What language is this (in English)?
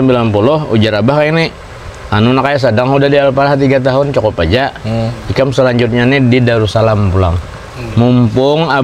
Banjar